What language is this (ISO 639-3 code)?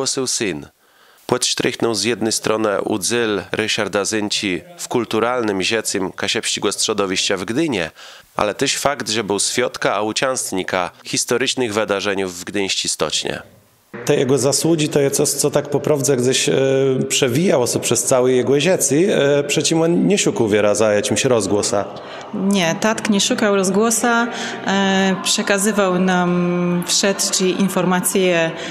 csb